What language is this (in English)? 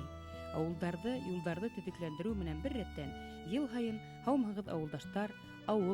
Bashkir